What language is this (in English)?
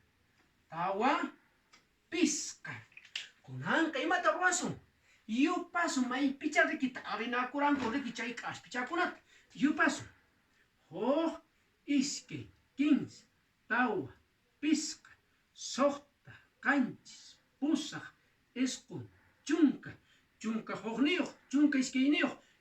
Quechua